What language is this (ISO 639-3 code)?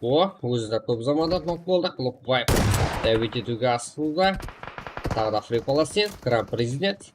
kaa